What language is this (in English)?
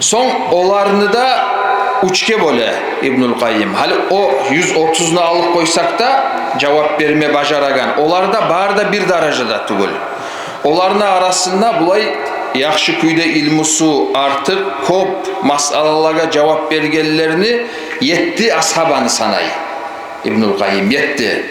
Kumyk